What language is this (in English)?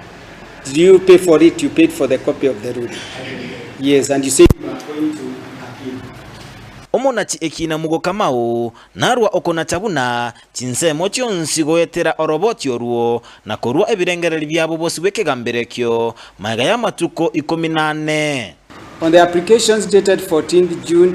Gusii